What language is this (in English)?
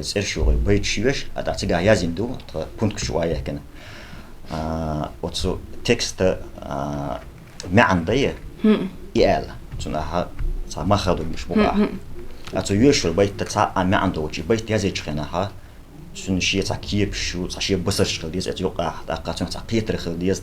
Chechen